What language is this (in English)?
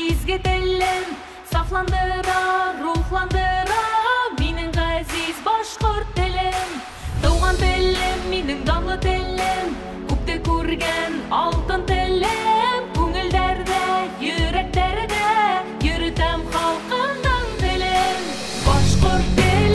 Bashkir